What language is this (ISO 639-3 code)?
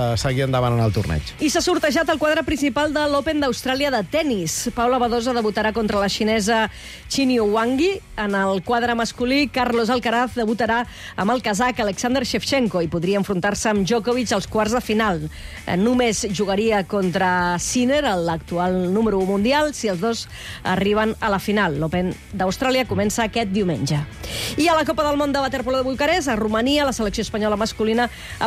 cat